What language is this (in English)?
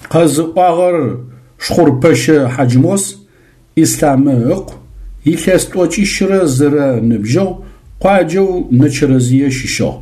Adyghe